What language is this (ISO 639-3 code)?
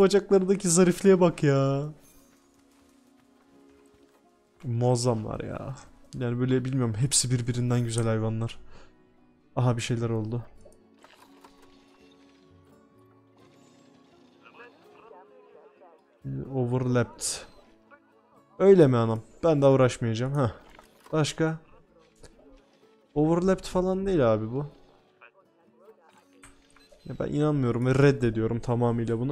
tur